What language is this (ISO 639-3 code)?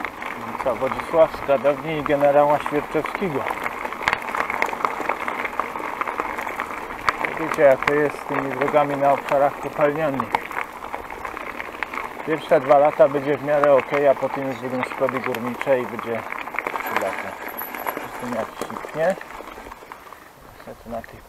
pol